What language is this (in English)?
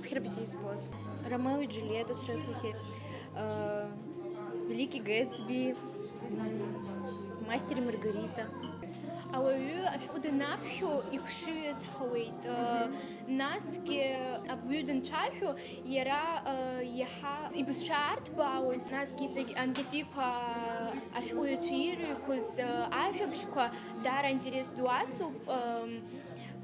Abkhazian